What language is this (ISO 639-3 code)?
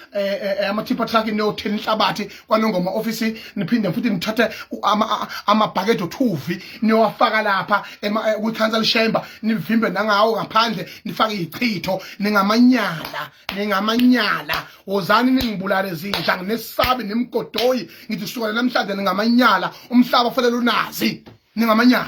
zul